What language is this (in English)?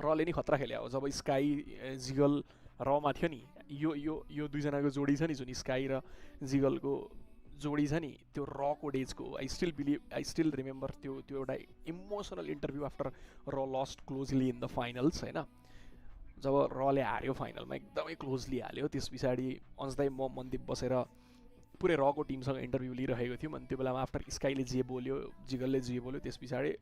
Nepali